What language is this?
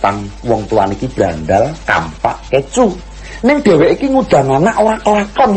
Javanese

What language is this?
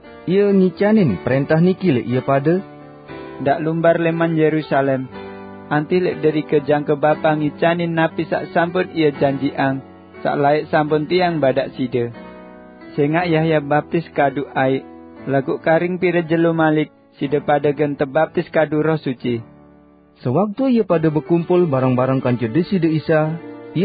Sasak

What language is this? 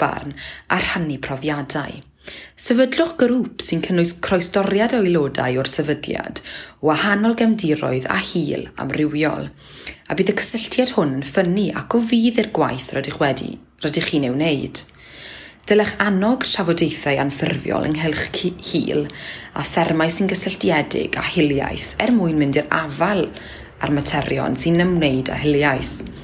Welsh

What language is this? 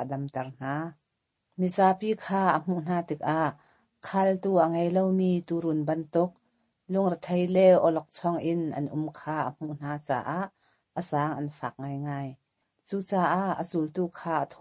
Hakha Chin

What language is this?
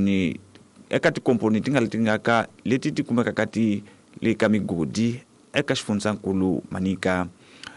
Tsonga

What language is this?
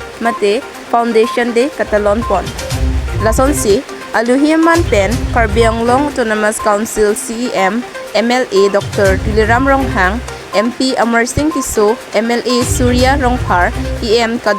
Karbi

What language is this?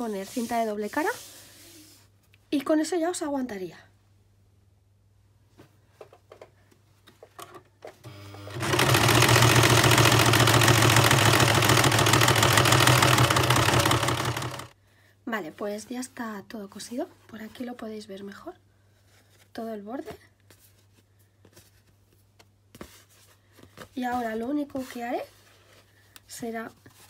Spanish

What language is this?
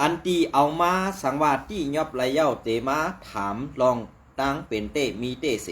Shan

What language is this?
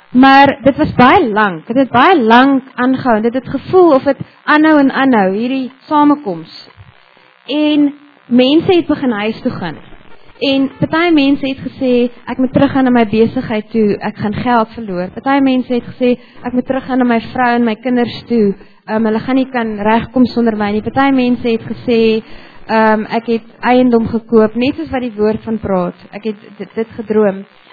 Afrikaans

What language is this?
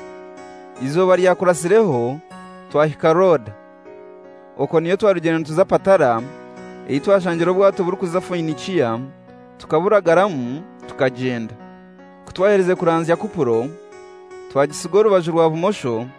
Kinyarwanda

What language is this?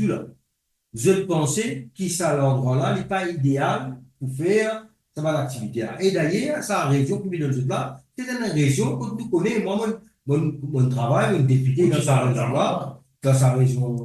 Morisyen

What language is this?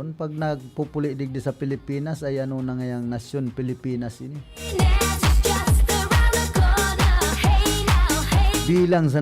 Bikol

